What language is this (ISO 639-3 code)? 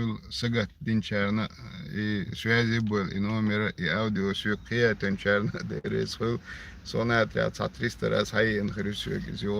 che